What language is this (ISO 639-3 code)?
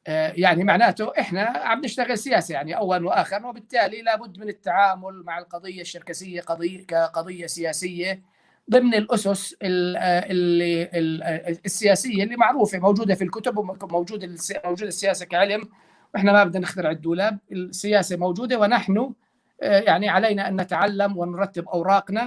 apc